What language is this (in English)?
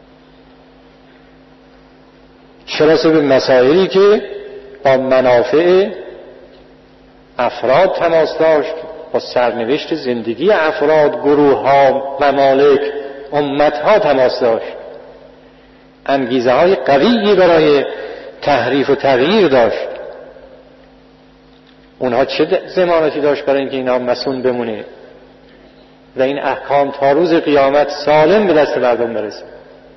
Persian